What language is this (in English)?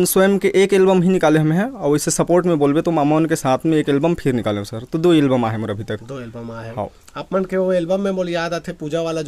Chhattisgarhi